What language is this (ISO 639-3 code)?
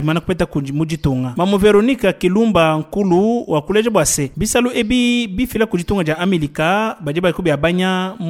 lua